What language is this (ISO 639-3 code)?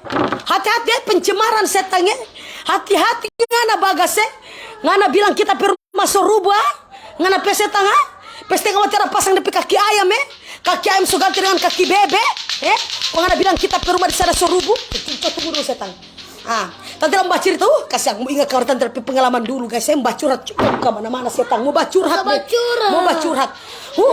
xmm